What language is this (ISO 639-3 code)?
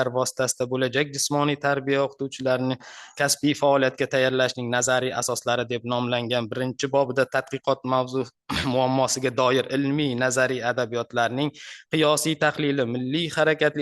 uzb